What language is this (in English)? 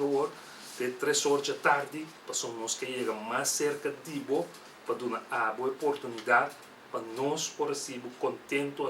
Papiamento